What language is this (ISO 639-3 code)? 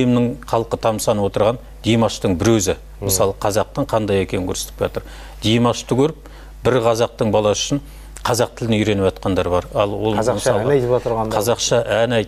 kaz